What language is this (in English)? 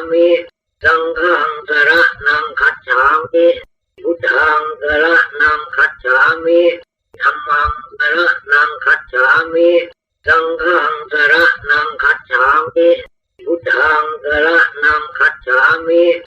Pali